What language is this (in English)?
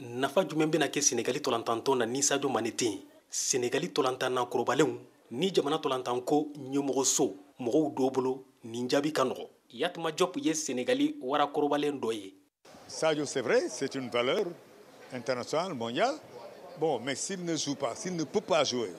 Bambara